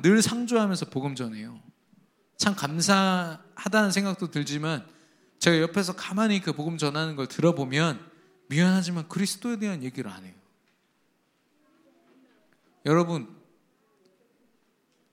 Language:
Korean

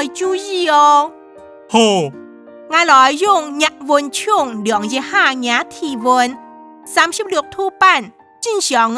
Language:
Hakka Chinese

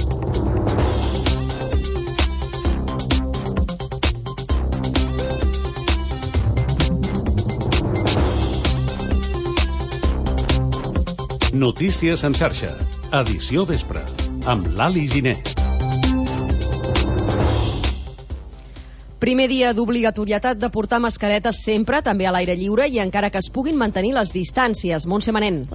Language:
Catalan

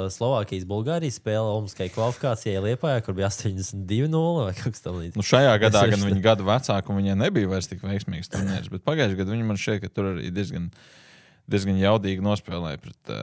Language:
Latvian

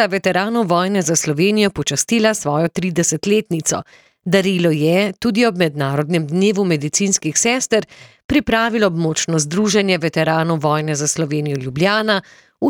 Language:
Slovenian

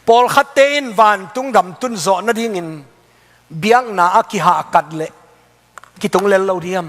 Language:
Tedim Chin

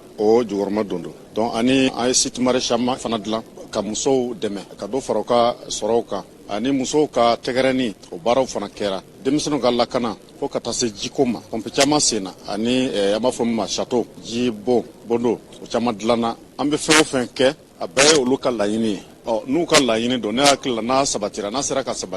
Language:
Bambara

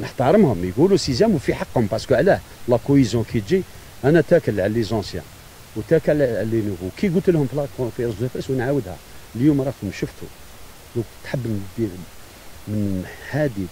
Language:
Algerian Arabic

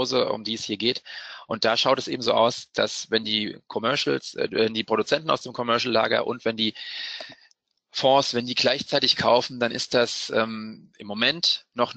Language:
German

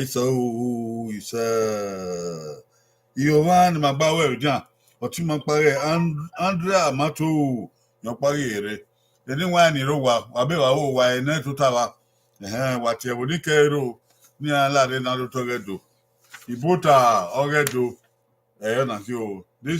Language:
Bini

